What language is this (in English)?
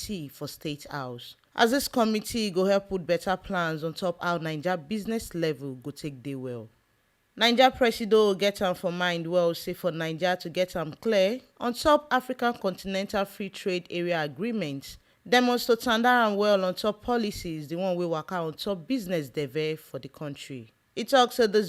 Nigerian Pidgin